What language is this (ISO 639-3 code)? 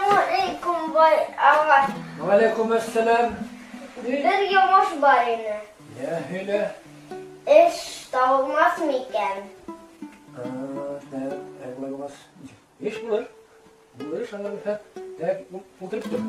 bak